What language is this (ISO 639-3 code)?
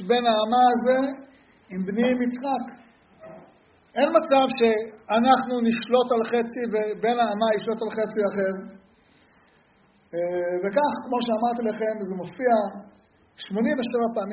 heb